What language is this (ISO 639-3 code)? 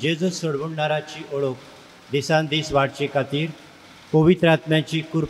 kok